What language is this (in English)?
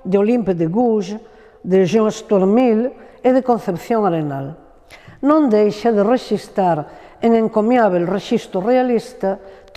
Galician